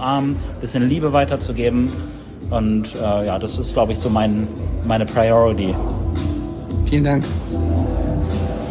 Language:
German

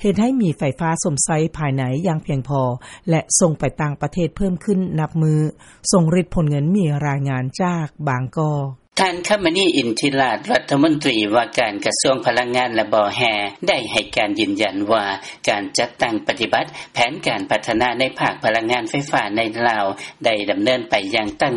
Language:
Lao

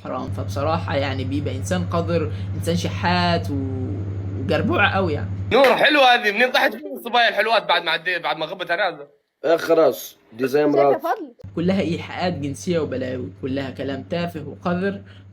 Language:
Egyptian Arabic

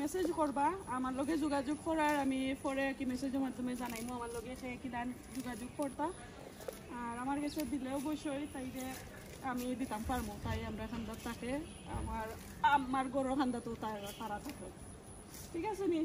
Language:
Sylheti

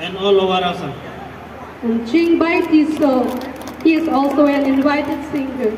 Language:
Karbi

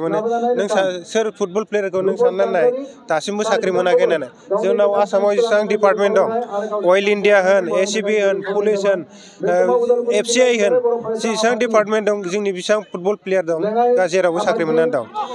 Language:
Bodo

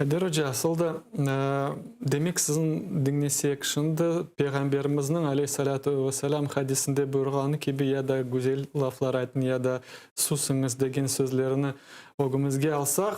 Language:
Crimean Tatar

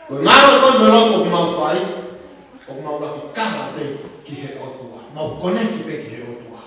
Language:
Tongan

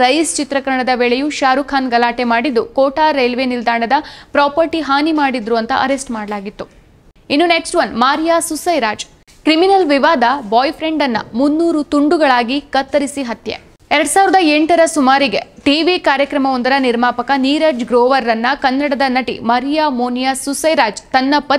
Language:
Kannada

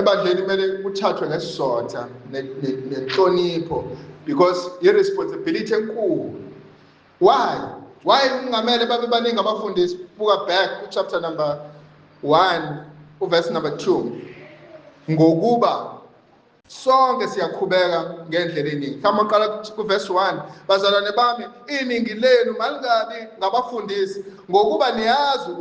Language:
Zulu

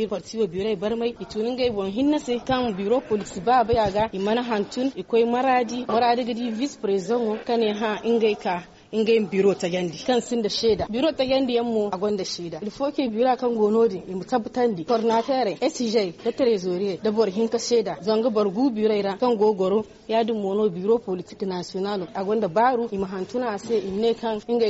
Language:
Zarma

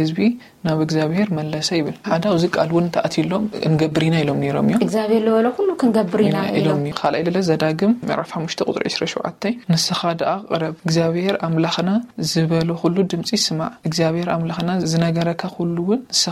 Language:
Tigrinya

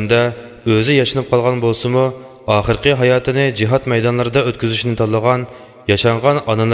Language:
Uyghur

